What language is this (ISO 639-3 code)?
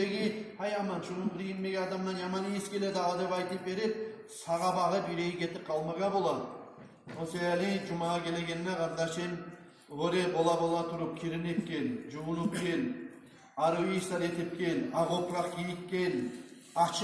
kum